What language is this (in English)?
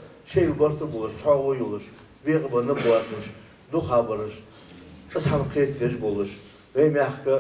Ingush